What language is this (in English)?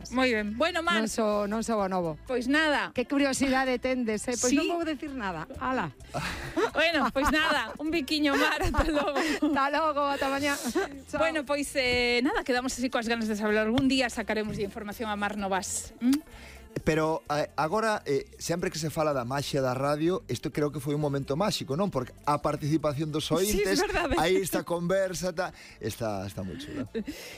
Galician